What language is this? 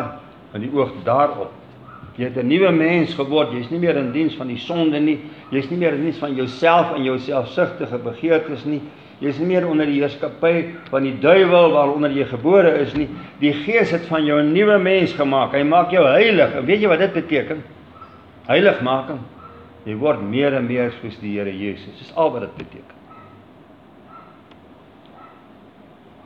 Afrikaans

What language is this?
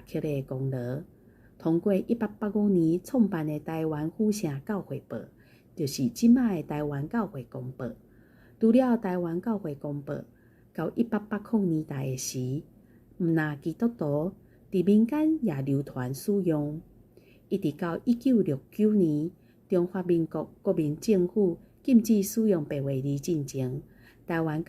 Min Nan Chinese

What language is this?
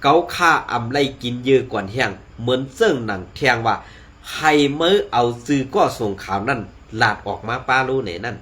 Shan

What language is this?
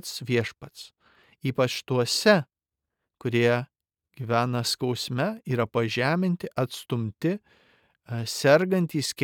Lithuanian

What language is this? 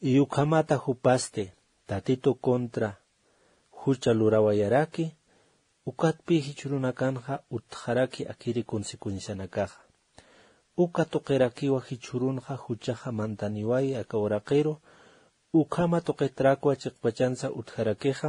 Aymara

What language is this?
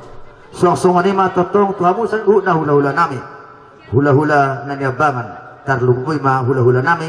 Batak Toba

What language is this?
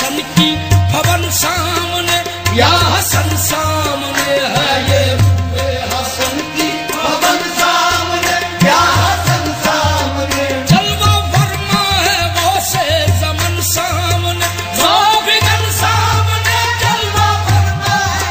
Urdu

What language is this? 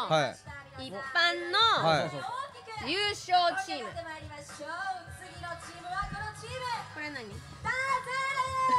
Japanese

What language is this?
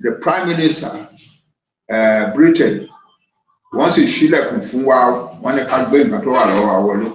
Yoruba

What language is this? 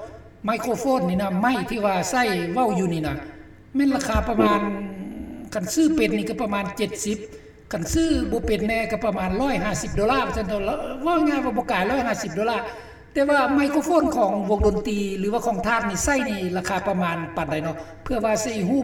Lao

